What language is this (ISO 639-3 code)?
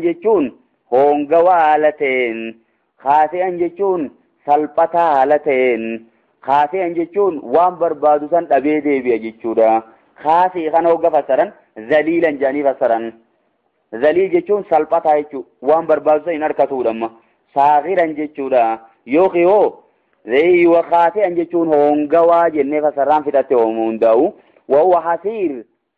orm